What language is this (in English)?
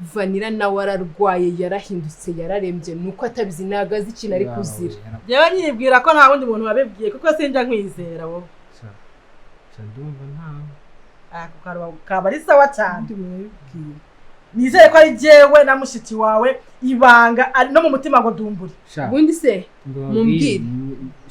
Kinyarwanda